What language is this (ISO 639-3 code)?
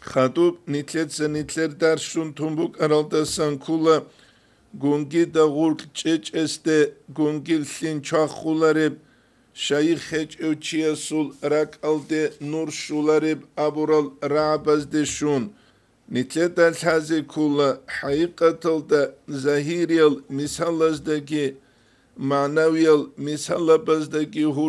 ava